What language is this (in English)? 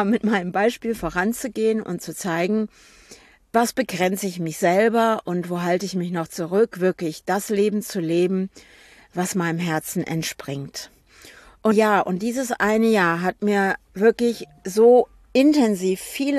German